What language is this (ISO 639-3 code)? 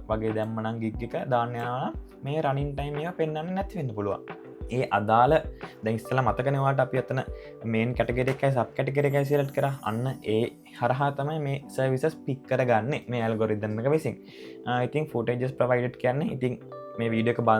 sin